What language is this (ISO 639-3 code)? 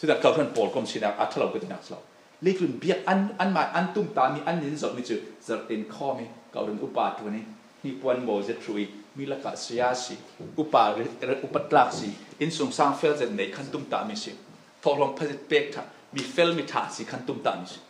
cfm